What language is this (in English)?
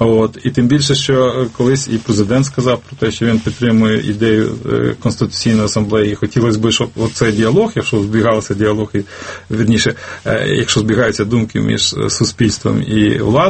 Ukrainian